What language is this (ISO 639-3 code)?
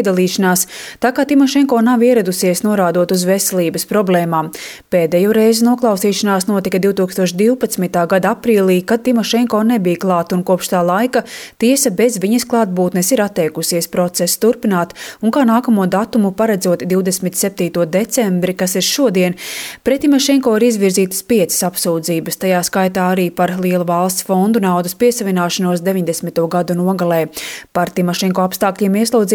lav